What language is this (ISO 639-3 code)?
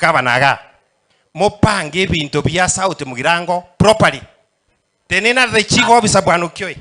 guz